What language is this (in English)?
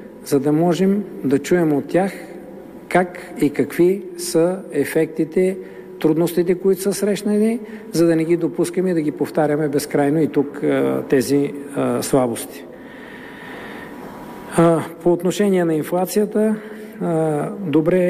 Bulgarian